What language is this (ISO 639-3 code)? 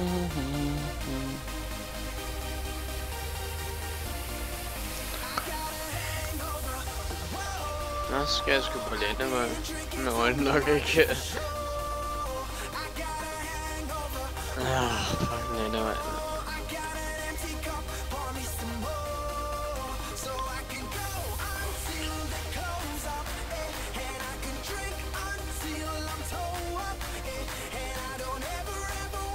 dan